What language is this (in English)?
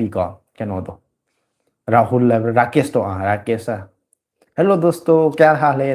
Manipuri